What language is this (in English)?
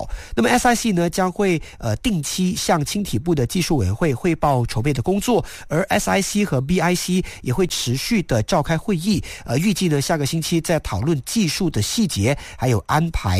Chinese